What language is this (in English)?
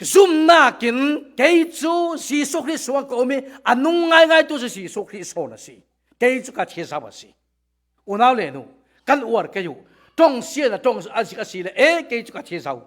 Falam Chin